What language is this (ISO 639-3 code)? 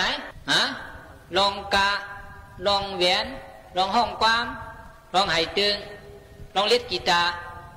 shn